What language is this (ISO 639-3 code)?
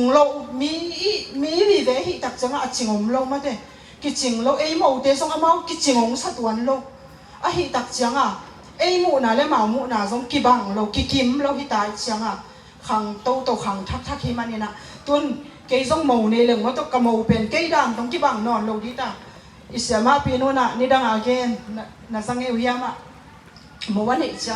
ctd